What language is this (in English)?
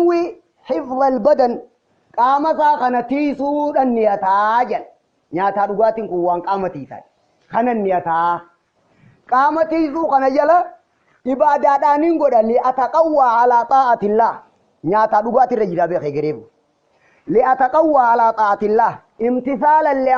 Oromo